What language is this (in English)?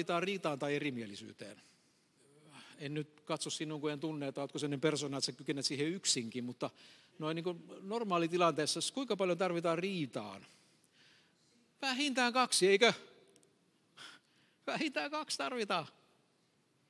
Finnish